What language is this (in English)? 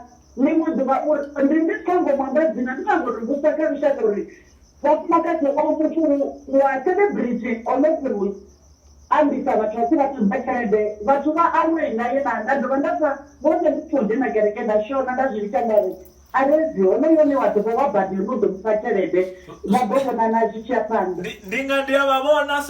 Venda